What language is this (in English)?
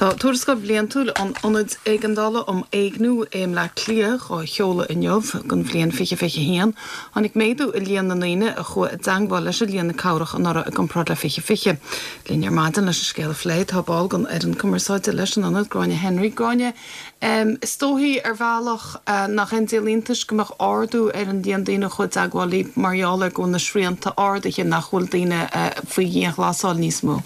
Irish